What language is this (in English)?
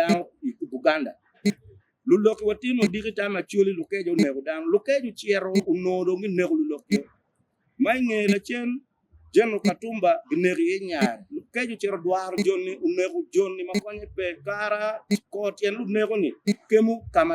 Acoli